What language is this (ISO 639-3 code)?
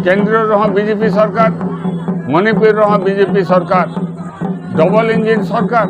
sat